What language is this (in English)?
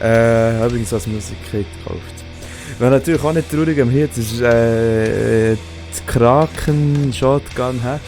Swiss German